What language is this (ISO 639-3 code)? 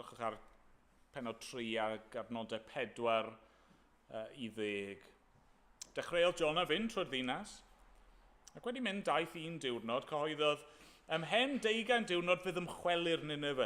cym